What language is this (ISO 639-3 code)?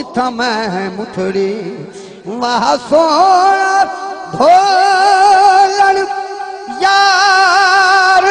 skr